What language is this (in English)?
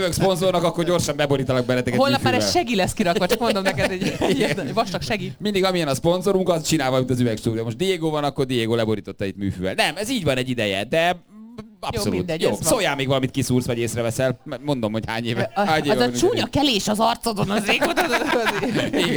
Hungarian